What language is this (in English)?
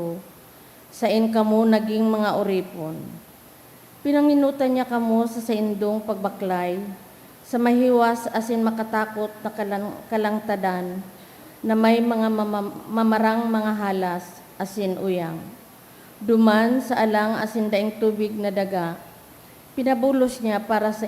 Bikol